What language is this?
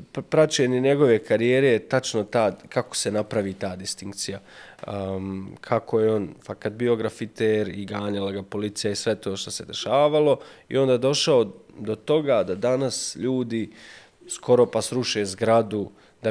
Bosnian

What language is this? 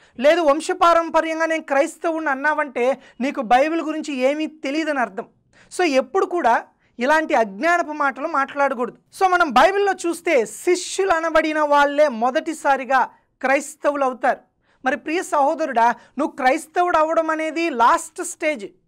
Telugu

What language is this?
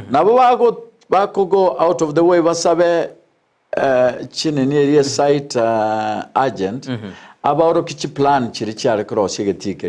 Gusii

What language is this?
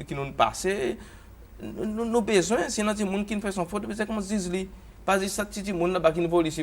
Seselwa Creole French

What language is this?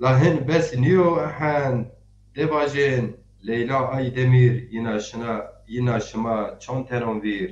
Zaza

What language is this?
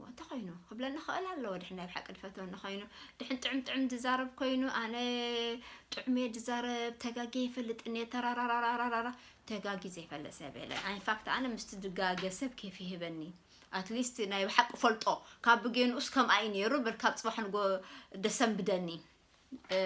Tigrinya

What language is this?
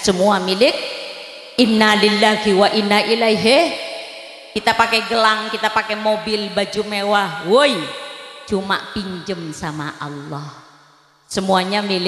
Madurese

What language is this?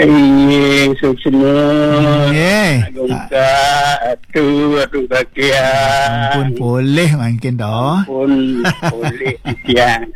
Balinese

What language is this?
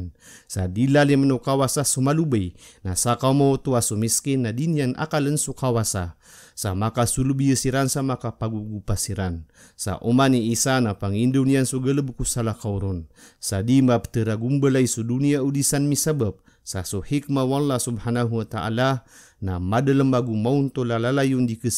Maranao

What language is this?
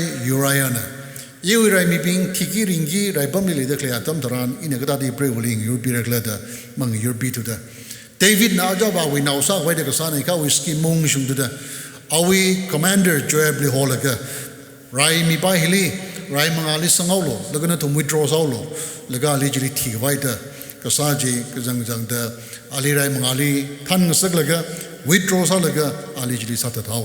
Tangkhul Naga (India)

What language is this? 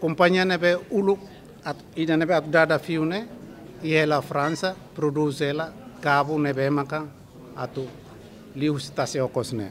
Tetum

